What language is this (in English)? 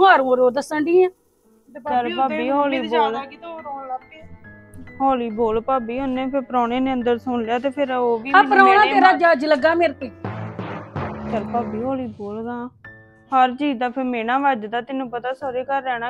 Punjabi